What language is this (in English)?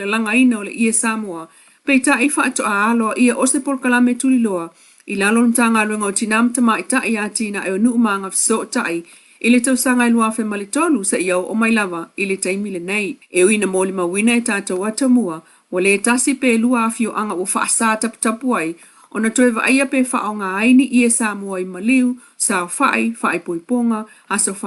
Samoan